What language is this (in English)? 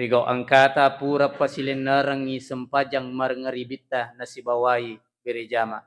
Buginese